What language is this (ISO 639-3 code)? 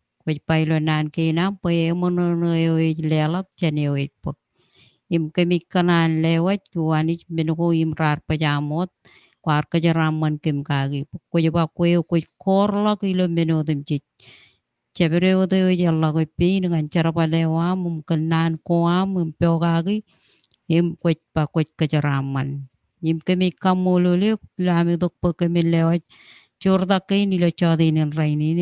mah